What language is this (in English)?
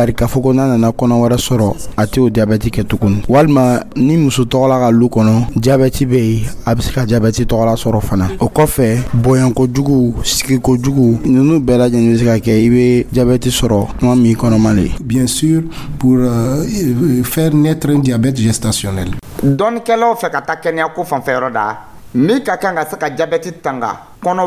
Dyula